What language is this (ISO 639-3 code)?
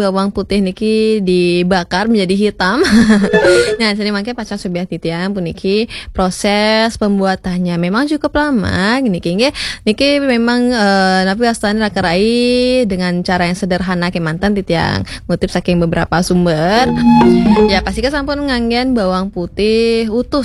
ban